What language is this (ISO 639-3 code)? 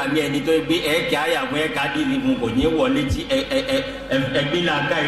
yor